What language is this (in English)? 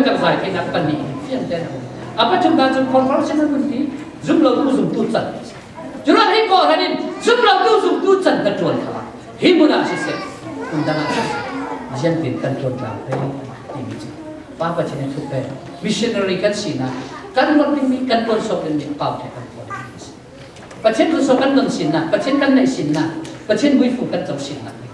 Falam Chin